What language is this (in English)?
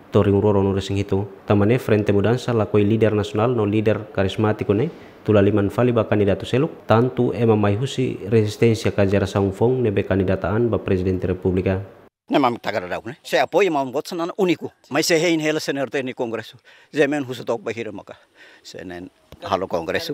Tetum